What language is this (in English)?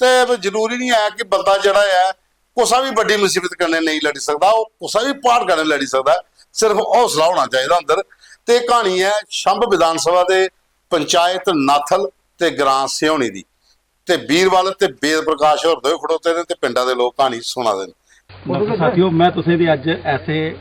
Dogri